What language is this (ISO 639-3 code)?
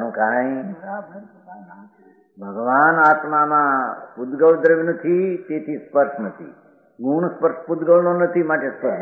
guj